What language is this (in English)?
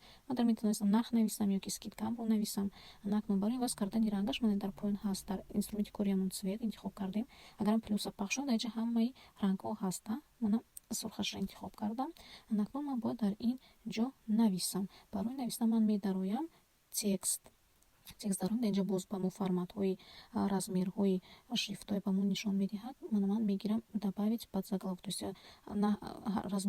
Tajik